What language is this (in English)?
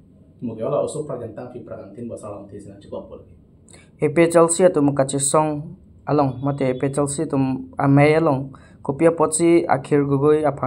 Karbi